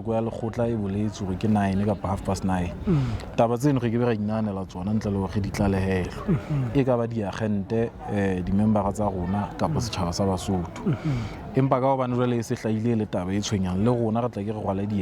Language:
Southern Sotho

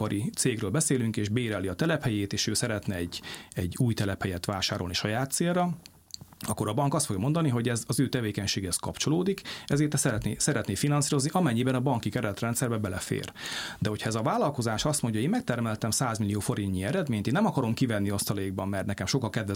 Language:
Hungarian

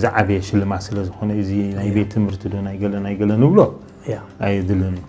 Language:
Tigrinya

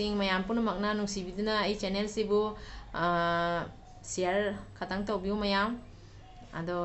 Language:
Manipuri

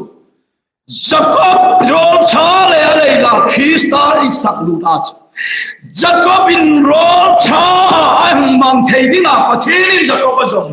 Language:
Hmar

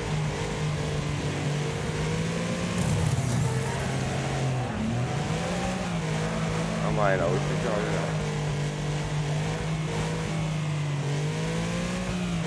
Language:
German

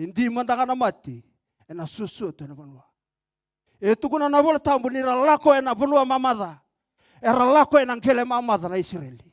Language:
Fijian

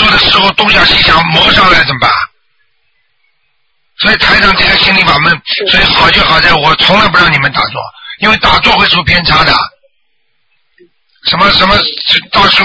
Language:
Chinese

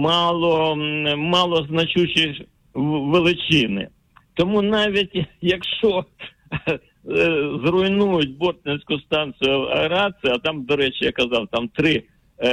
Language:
Ukrainian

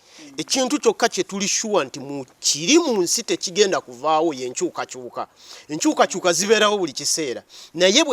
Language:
Ganda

